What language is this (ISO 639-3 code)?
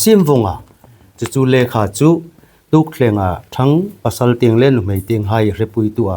hmr